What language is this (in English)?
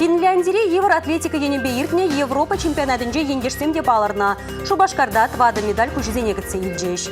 Chuvash